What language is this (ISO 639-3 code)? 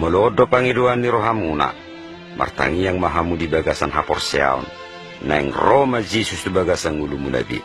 bbc